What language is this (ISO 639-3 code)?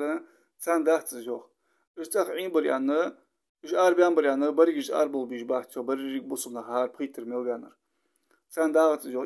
inh